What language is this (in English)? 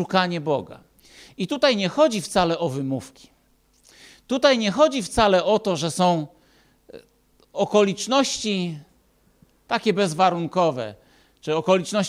Polish